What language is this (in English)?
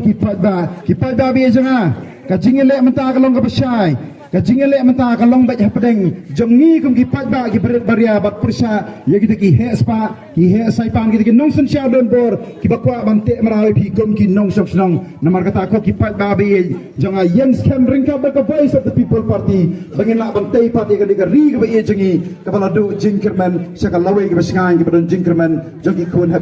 Khasi